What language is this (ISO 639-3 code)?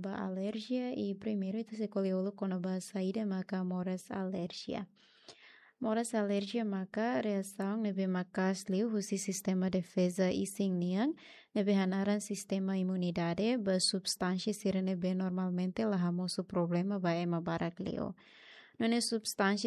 tet